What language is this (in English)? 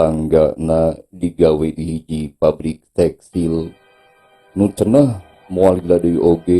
Sundanese